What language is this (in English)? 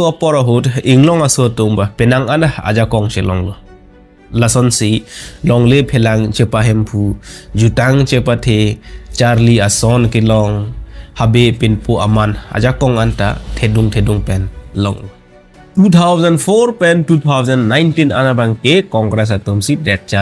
Karbi